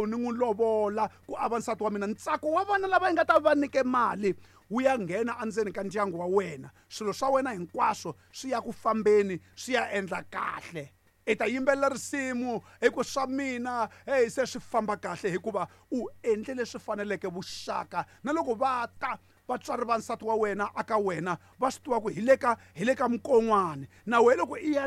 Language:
Tsonga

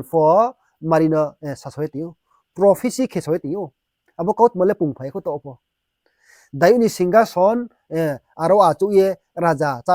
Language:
Riang (India)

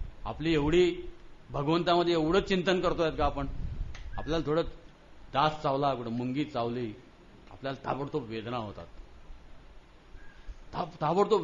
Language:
Marathi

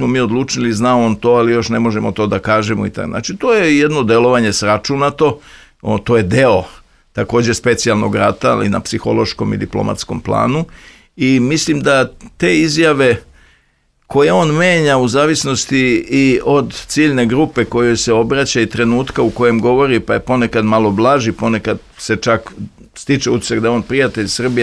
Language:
Serbian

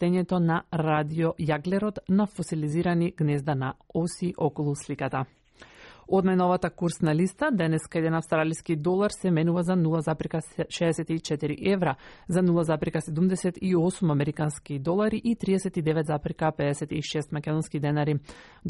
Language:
Macedonian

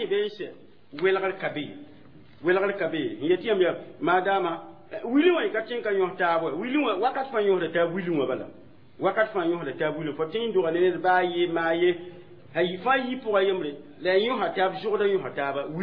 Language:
Mossi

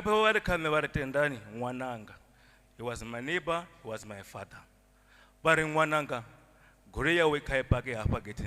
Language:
Venda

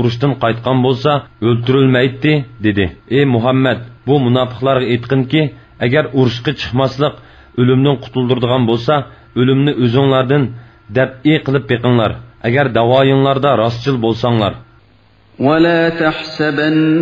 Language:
Uyghur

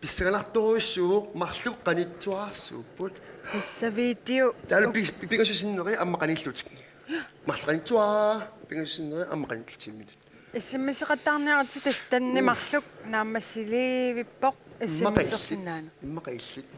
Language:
Kalaallisut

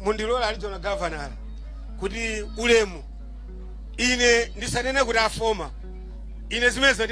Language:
Nyanja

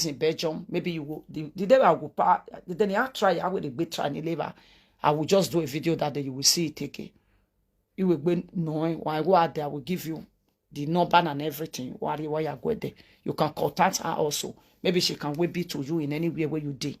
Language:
Nigerian Pidgin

